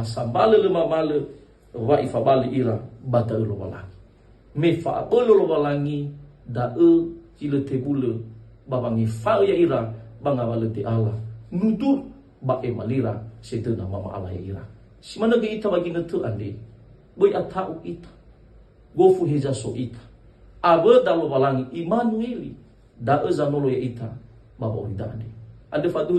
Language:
Nias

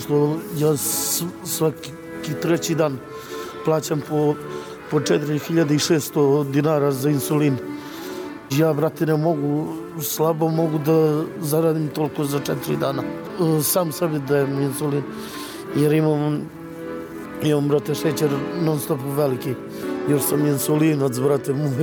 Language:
Serbian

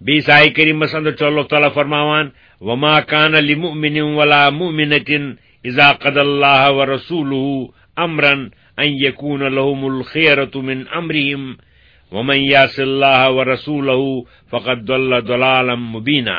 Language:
Kashmiri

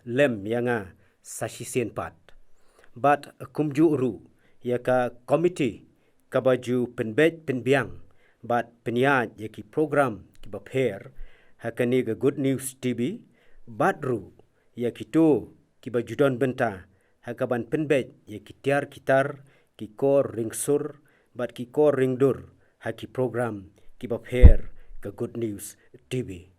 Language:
Khasi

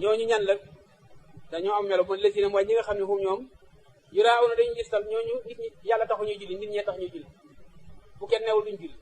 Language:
Wolof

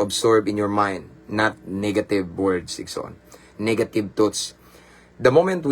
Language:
Cebuano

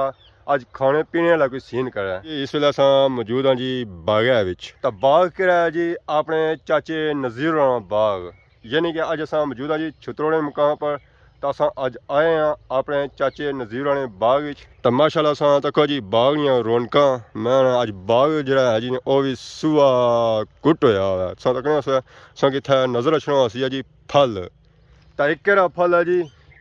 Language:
Pahari-Potwari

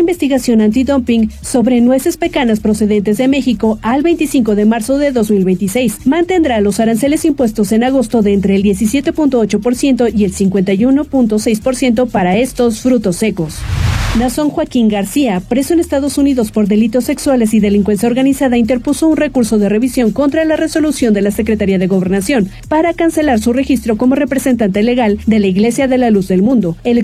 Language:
Spanish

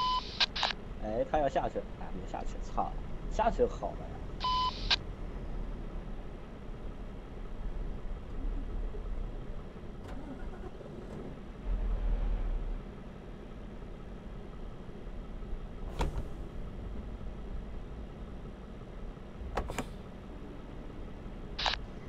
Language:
Turkish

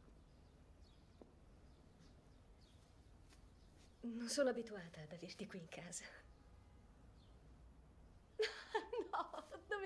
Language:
Italian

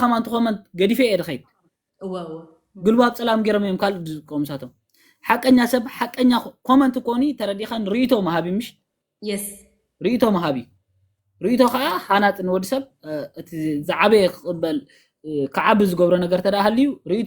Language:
Tigrinya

